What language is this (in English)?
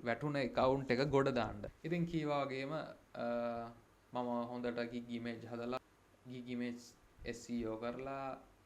Sinhala